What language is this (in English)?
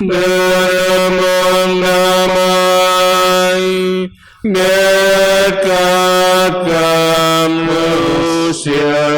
Biatah Bidayuh